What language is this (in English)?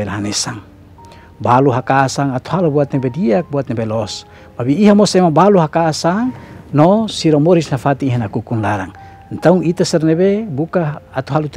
Tetum